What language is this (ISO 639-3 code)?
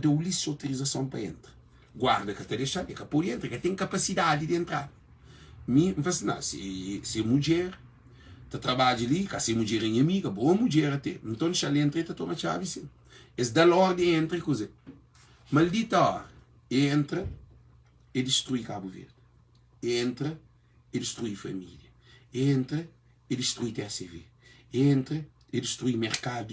kea